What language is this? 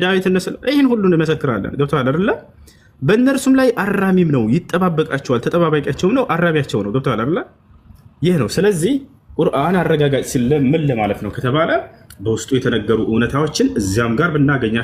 Amharic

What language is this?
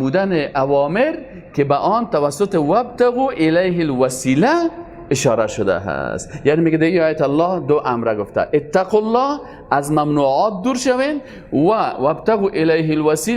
Persian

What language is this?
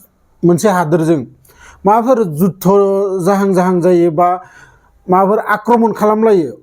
Bodo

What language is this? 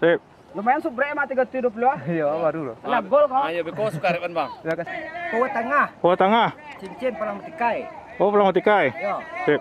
Minangkabau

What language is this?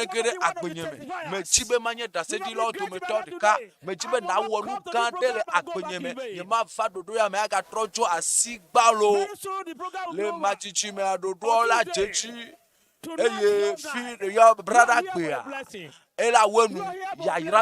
Ewe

